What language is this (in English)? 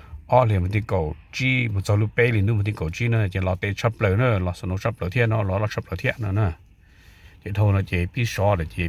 Hmong